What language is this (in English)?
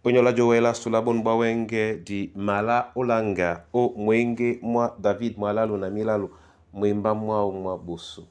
Duala